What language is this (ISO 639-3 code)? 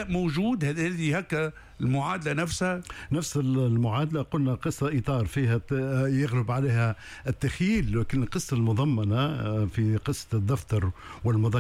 aeb